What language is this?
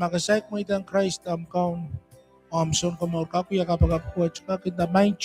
Pohnpeian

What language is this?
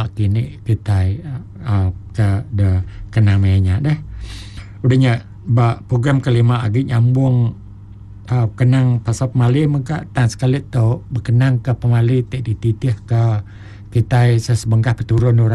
Iban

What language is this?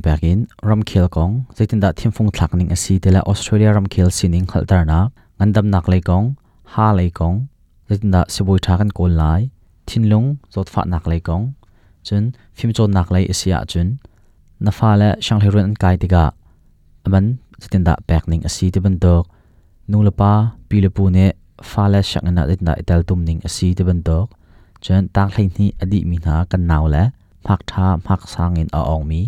Hakha Chin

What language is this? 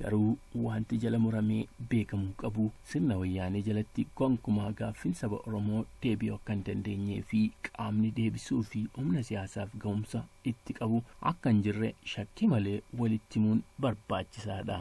Oromo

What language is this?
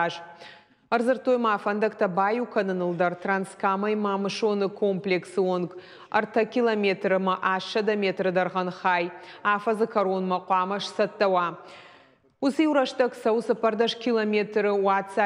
Ossetic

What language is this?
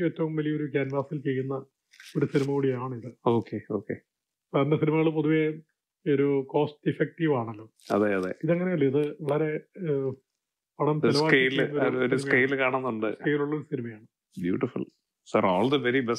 Malayalam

